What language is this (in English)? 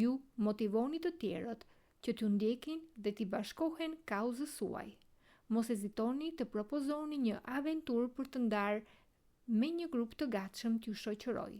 Albanian